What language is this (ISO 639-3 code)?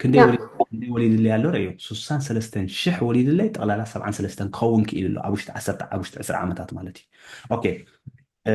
tir